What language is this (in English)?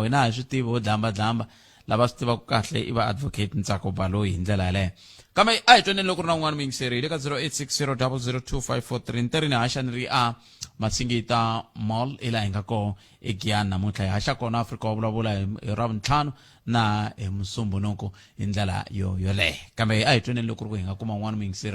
Tsonga